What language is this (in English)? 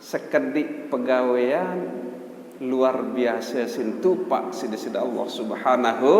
Sasak